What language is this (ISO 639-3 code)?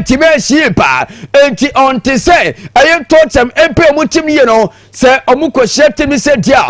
aka